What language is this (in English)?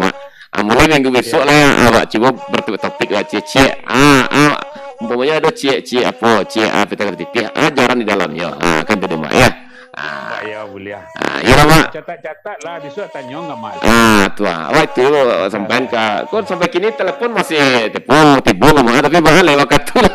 Minangkabau